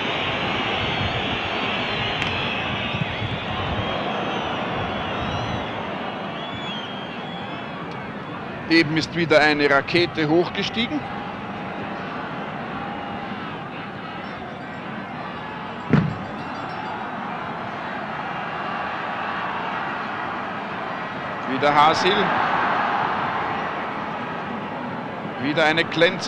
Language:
German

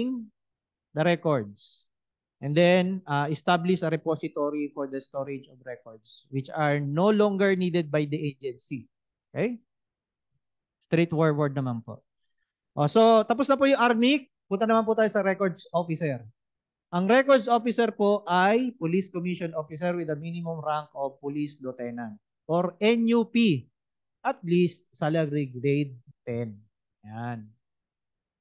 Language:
Filipino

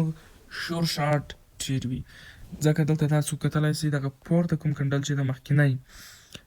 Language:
Pashto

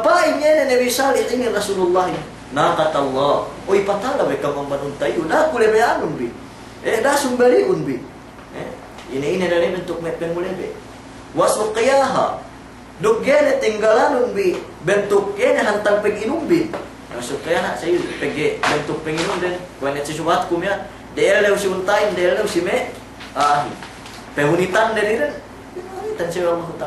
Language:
Yakan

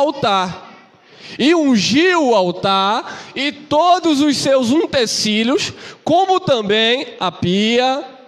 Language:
Portuguese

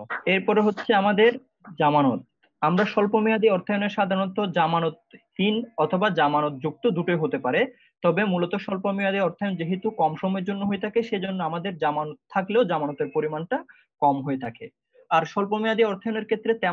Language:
Bangla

